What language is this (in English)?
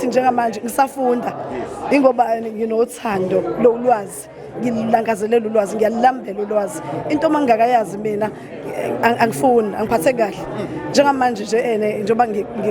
Zulu